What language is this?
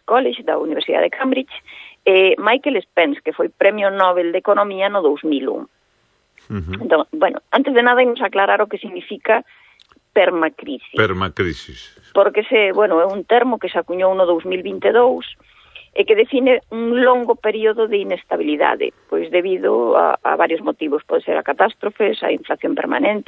Galician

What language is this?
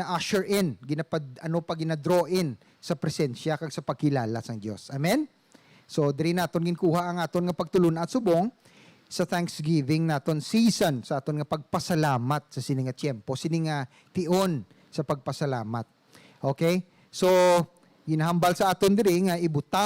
Hiligaynon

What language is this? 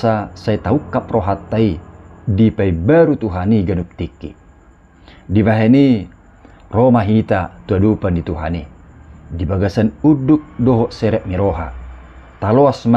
Batak Toba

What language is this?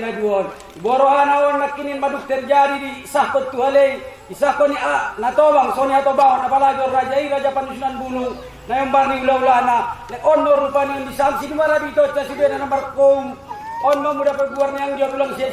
Batak Angkola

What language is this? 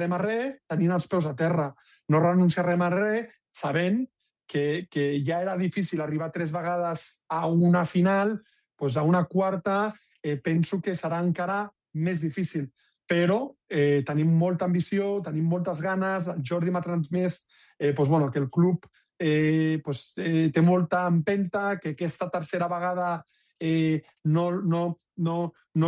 Catalan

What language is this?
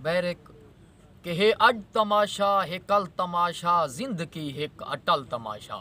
Saraiki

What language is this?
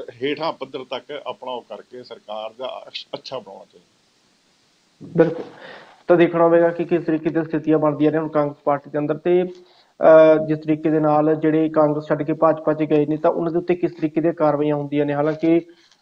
Punjabi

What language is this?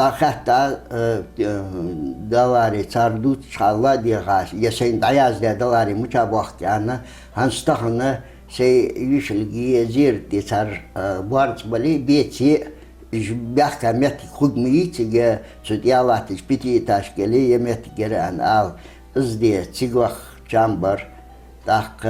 Ingush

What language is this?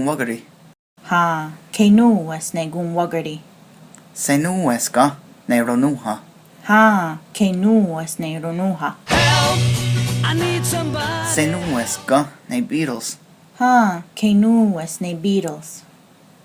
Mohawk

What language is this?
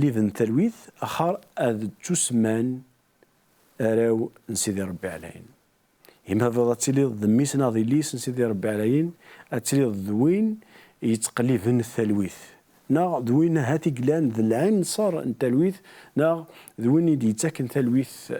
Kabyle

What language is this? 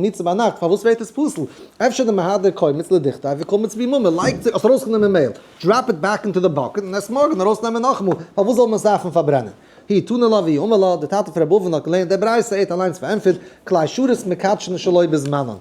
Yiddish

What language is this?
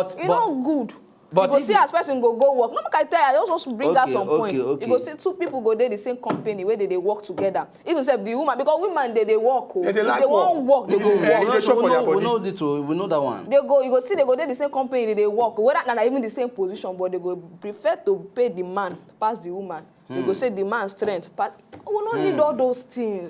Nigerian Pidgin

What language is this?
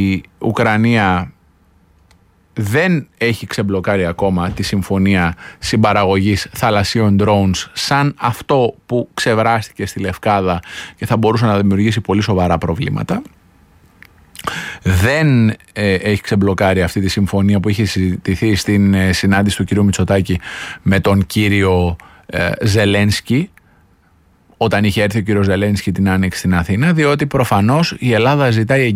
Greek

